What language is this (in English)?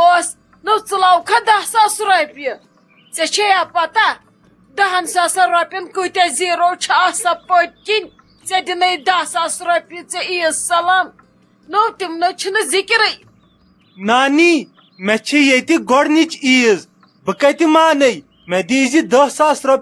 Kashmiri